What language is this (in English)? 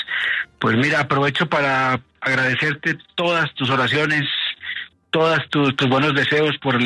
Spanish